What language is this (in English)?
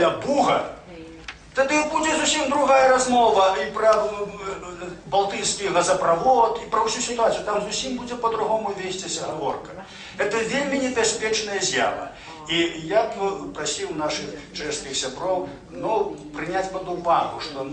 Belarusian